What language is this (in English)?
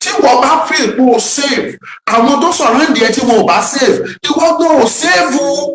Yoruba